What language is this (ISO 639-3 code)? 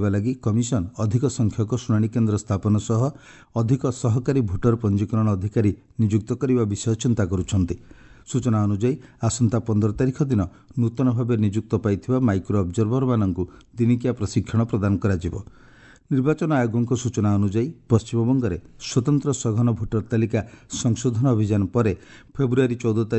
ori